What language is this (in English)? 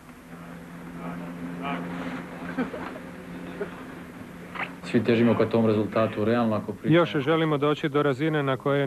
Croatian